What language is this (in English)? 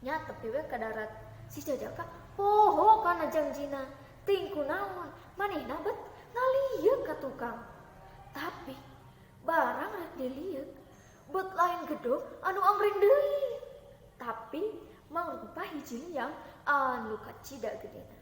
Sundanese